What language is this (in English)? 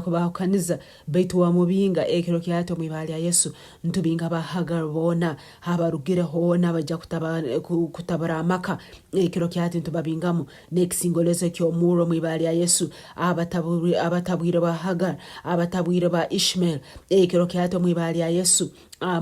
Nyankole